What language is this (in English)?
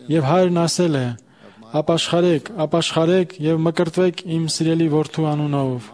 Armenian